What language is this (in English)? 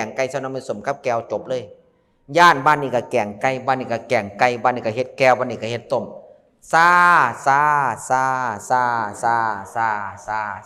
Northeastern Thai